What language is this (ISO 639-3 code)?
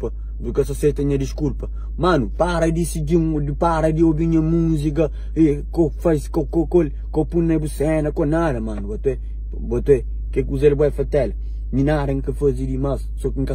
kea